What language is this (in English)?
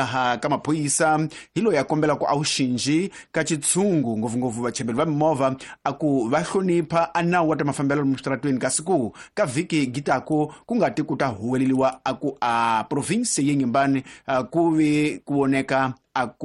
Tsonga